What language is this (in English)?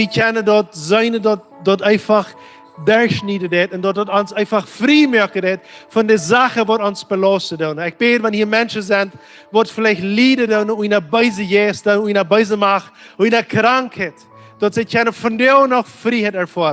Plautdietsch